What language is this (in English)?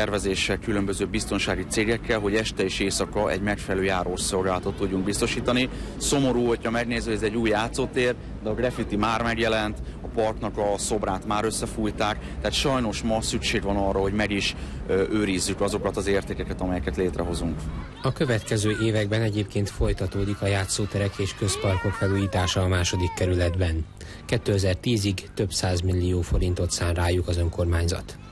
Hungarian